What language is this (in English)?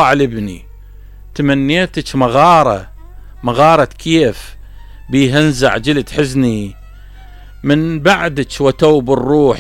Mesopotamian Arabic